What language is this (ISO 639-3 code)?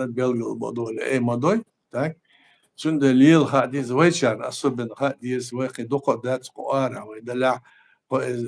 che